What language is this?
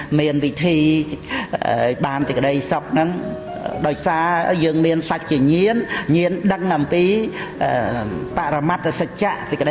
Khmer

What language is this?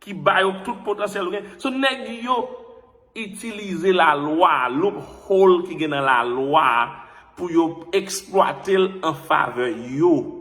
Haitian Creole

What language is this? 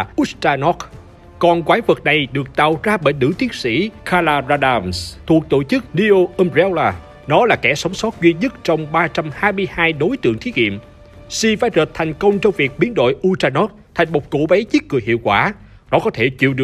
Vietnamese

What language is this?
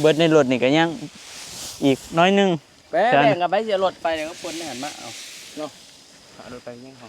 Northeastern Thai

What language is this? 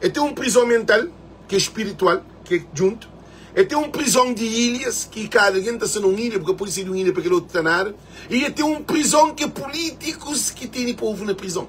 Kabuverdianu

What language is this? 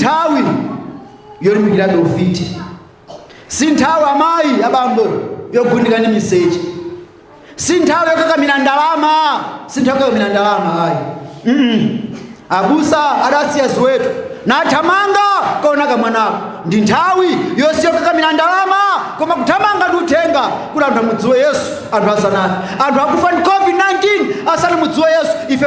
Nyanja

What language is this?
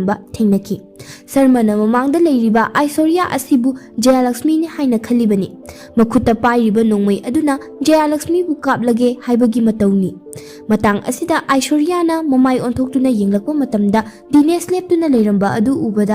Manipuri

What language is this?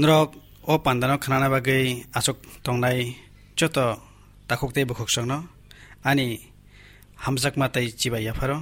Kok Borok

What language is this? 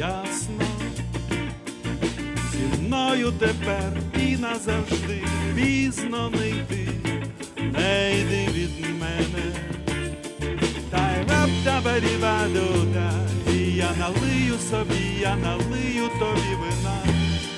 Ukrainian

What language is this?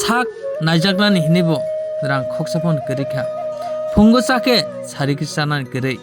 Kok Borok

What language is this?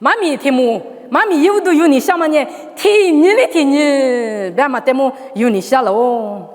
Lisu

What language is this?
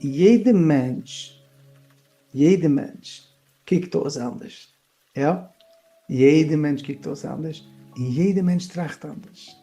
Yiddish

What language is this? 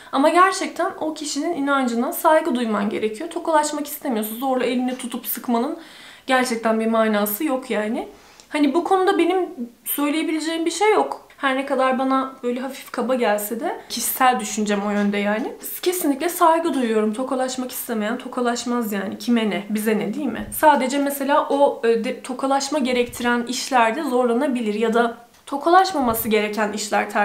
Turkish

